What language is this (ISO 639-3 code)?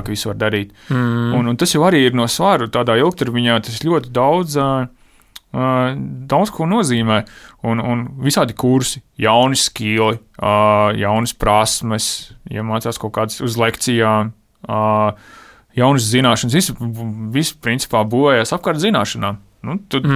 lav